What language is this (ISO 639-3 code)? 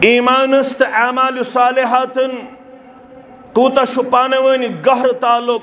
kas